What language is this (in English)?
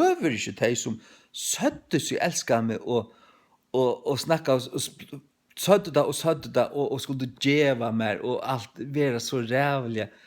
Faroese